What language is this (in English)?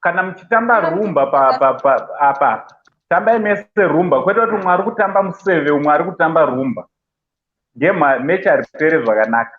Shona